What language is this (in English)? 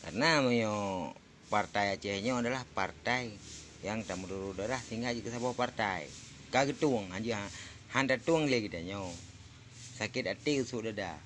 Achinese